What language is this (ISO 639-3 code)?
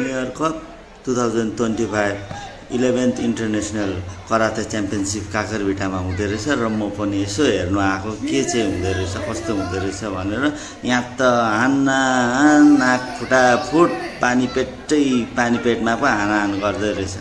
nep